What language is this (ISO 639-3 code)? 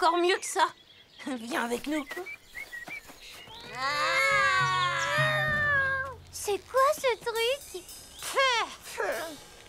fra